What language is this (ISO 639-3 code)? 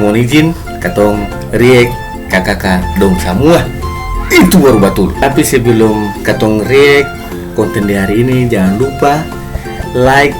abs